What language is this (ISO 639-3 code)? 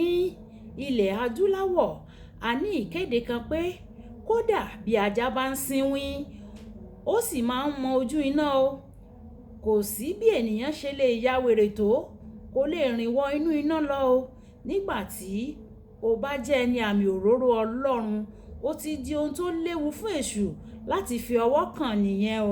yor